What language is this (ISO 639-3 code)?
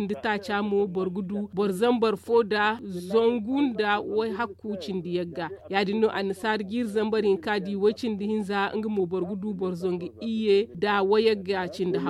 dje